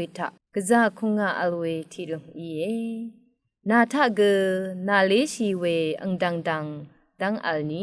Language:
Rawang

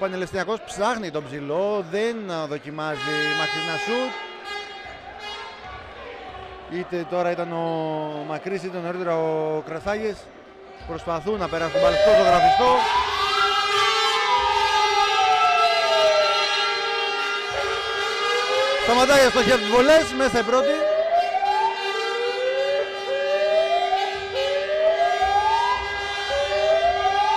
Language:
Greek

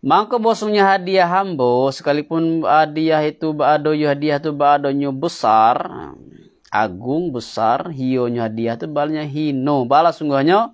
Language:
Minangkabau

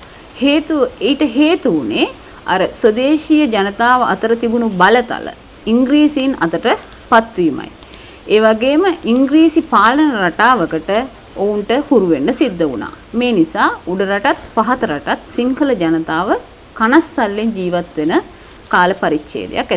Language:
Sinhala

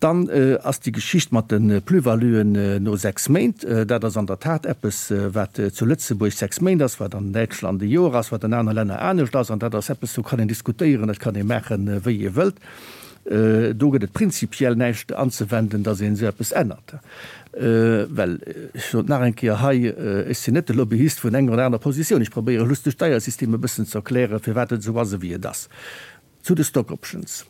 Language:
Luxembourgish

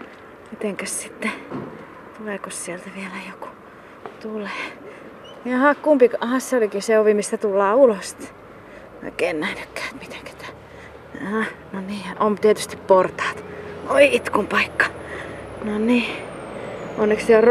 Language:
Finnish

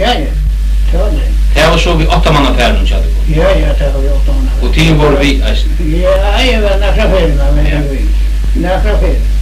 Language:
Faroese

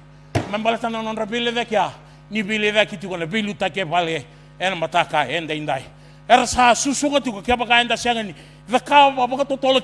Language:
Fijian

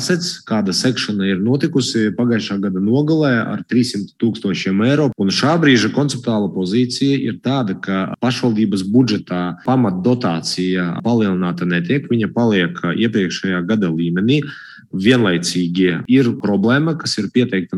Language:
Latvian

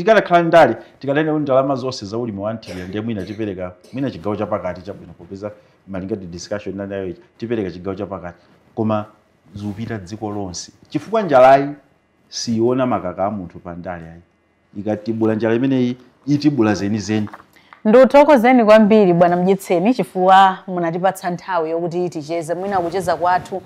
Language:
Nyanja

